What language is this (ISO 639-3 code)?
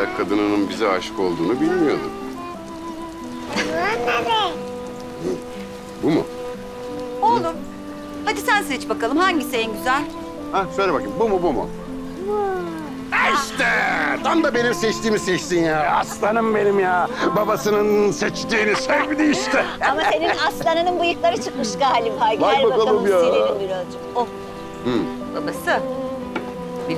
tur